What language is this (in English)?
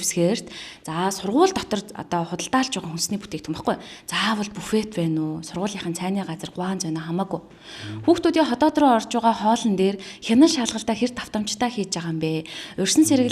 Mongolian